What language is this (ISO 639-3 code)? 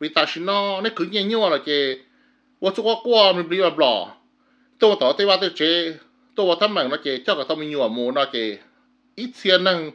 hmn